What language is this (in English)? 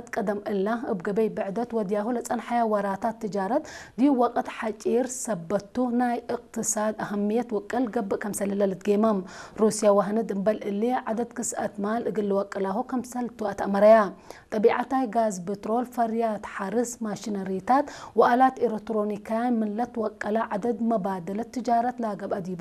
Tigre